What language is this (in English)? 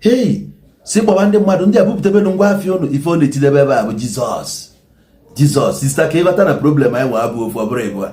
Igbo